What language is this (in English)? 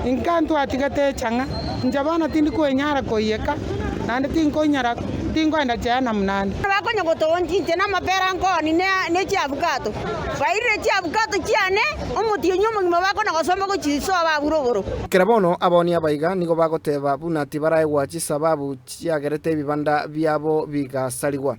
Gusii